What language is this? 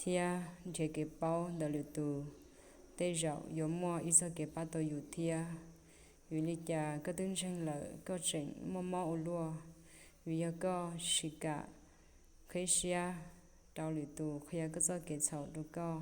Hmong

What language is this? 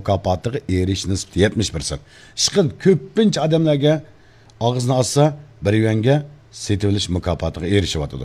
Uyghur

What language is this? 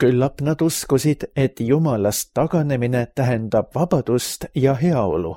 Estonian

